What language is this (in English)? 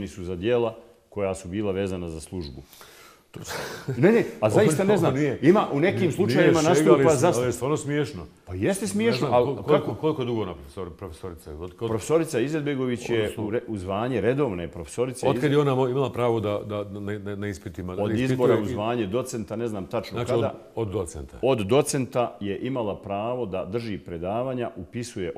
Bosnian